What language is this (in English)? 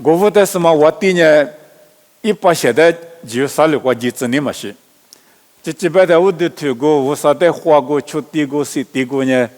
Lisu